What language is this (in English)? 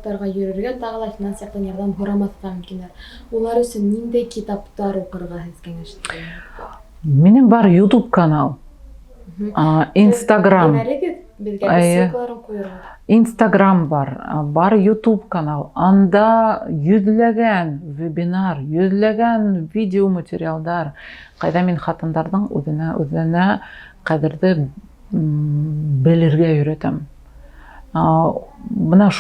Bashkir